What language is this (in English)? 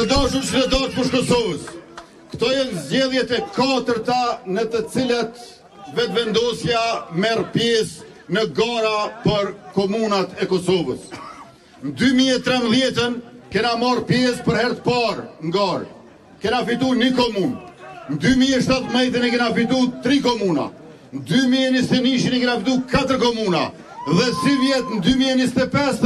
Albanian